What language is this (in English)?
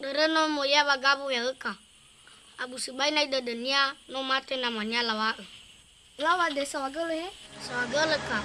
Nias